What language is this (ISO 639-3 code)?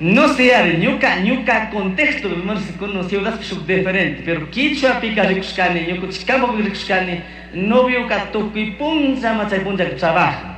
qug